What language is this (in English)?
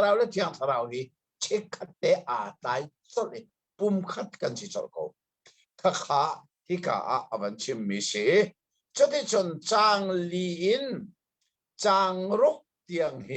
Hakha Chin